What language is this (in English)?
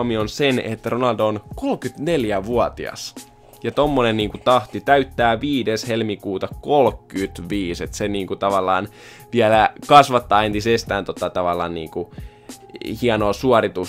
Finnish